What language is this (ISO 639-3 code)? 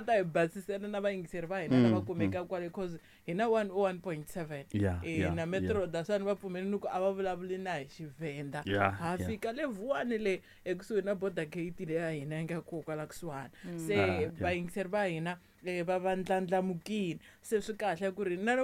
tso